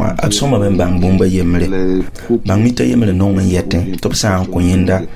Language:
Mossi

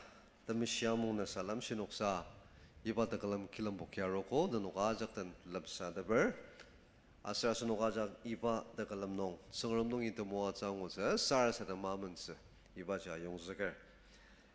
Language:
Ao Naga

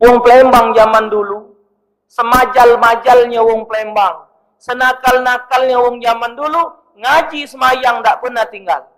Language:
Musi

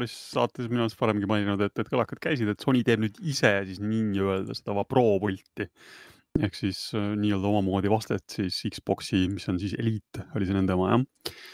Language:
Estonian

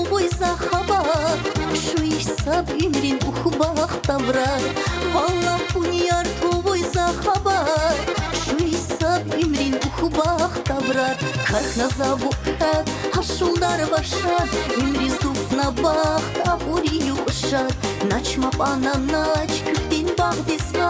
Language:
Tabassaran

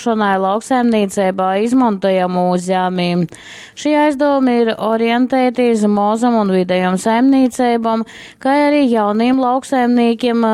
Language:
Latgalian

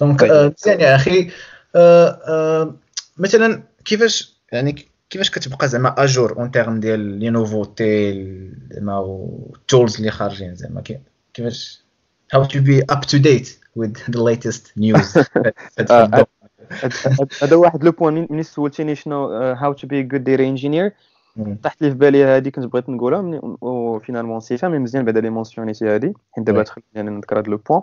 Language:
Moroccan Arabic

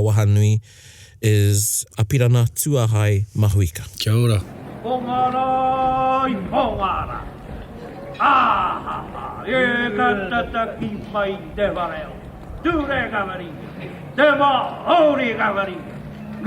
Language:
Māori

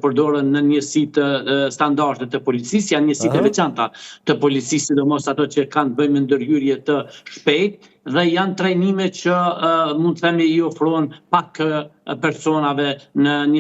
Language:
Albanian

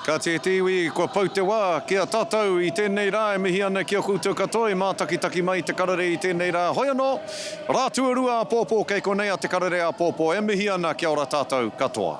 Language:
Māori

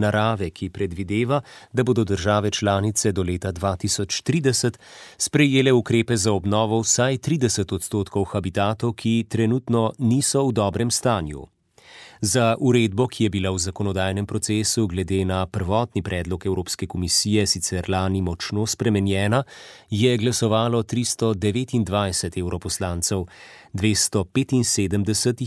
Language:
Slovenian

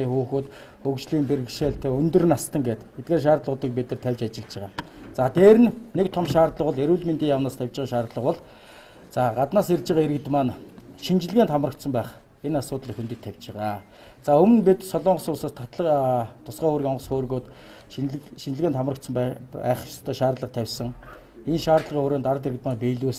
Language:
Mongolian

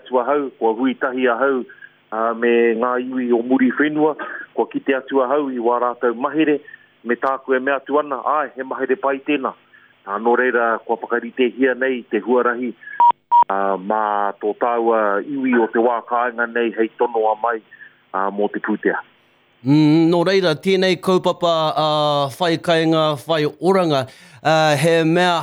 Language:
Māori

